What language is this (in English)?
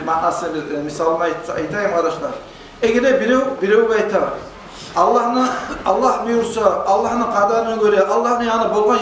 Kumyk